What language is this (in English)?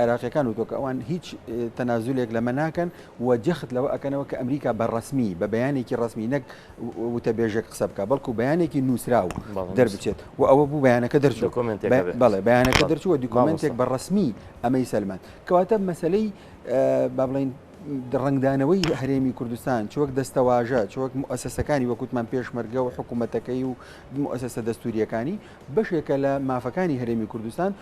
Central Kurdish